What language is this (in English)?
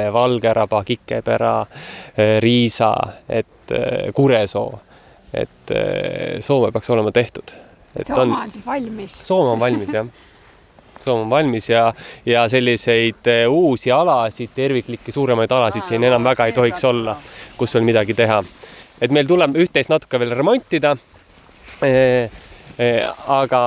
Estonian